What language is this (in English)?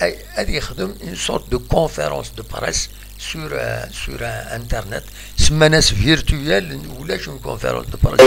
Kabyle